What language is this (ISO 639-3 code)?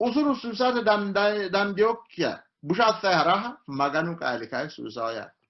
sid